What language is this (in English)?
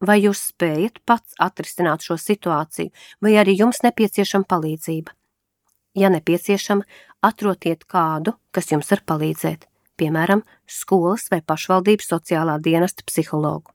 Latvian